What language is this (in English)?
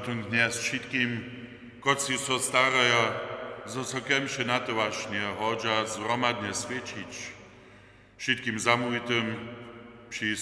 Upper Sorbian